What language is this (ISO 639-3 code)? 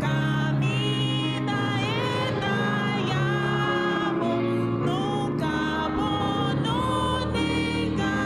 pap